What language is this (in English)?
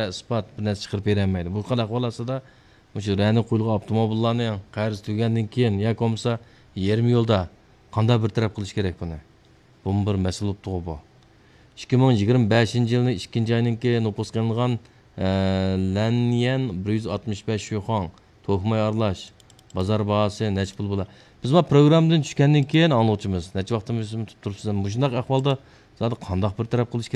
Uyghur